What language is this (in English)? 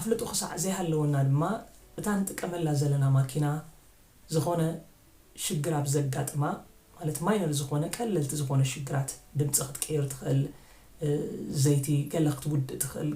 Tigrinya